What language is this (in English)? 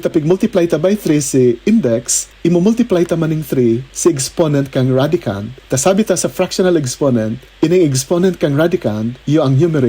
Bikol